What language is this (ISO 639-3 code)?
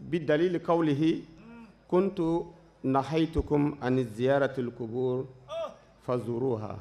bam